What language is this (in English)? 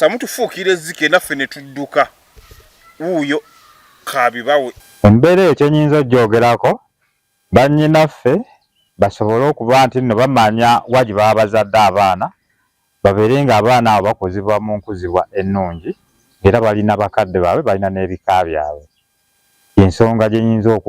Ganda